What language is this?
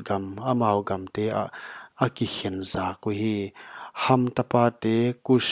Paite Chin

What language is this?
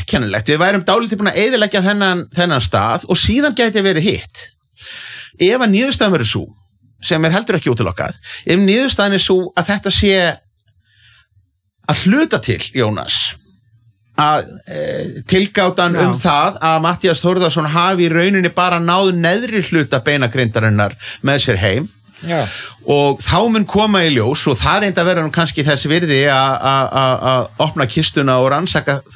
Icelandic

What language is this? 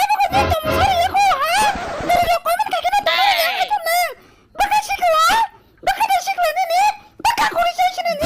Kok Borok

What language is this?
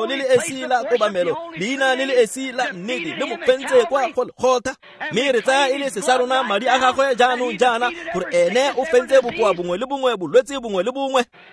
Tswana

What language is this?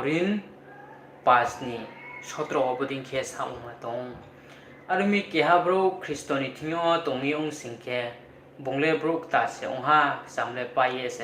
Riang (India)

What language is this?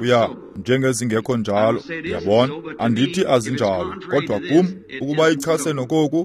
Xhosa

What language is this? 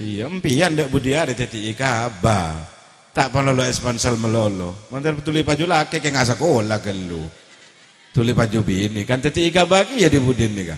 Madurese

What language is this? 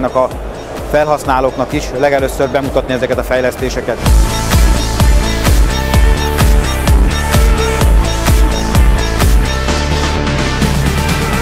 Hungarian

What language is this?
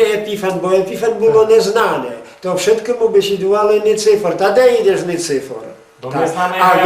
Rusyn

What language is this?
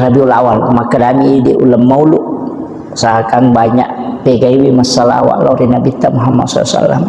Buginese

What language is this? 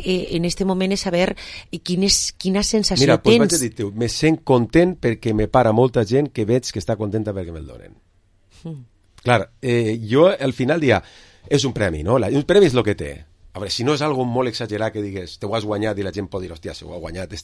Catalan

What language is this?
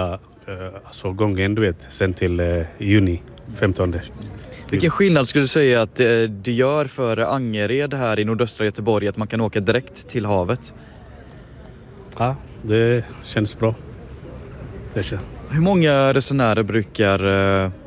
Swedish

